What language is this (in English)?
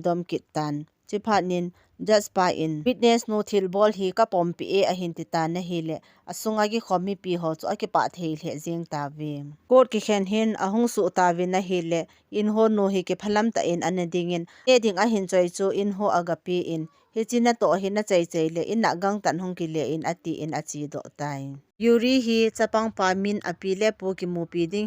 Thado Chin